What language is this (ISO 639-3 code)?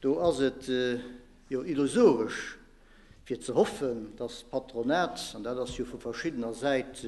ltz